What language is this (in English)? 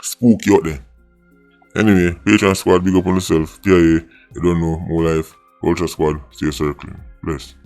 Jamaican Creole English